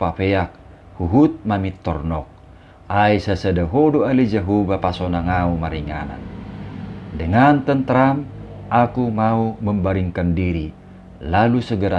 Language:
Batak Toba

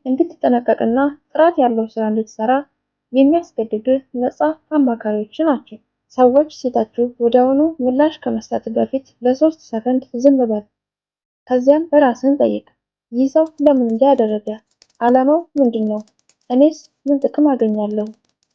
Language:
Amharic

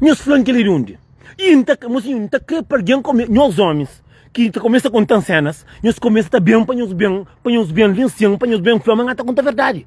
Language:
Kabuverdianu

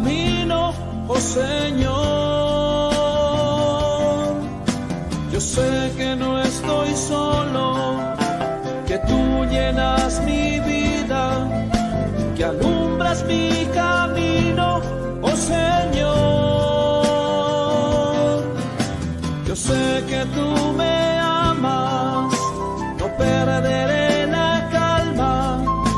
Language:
Spanish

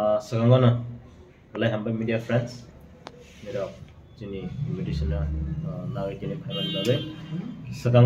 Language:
Kok Borok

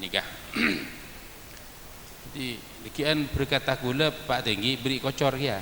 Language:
Madurese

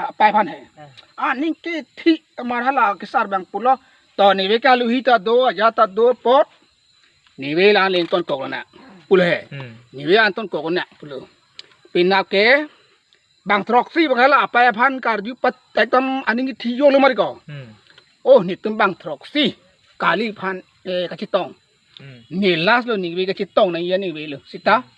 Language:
Karbi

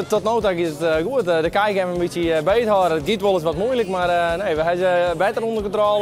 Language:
Western Frisian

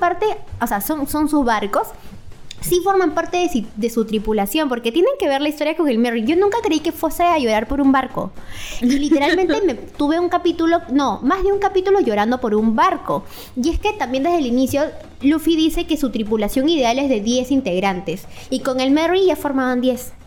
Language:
Spanish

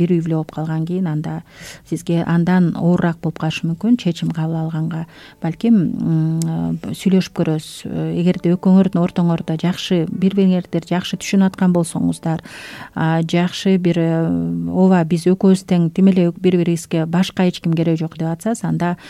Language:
Kyrgyz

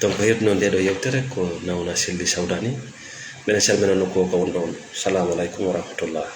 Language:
Fula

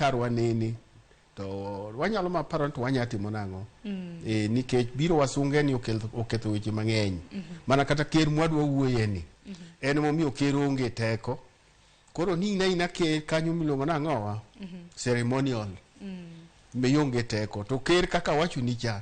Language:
Luo (Kenya and Tanzania)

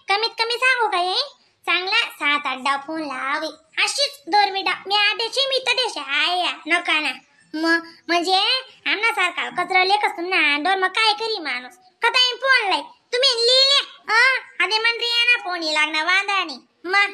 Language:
Khandesi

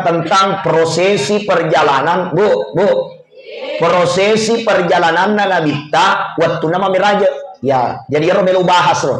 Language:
Buginese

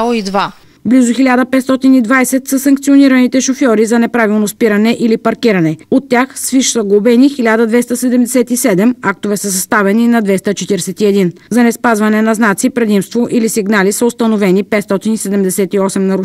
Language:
Bulgarian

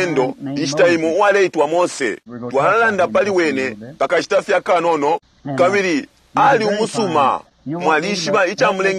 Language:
Bemba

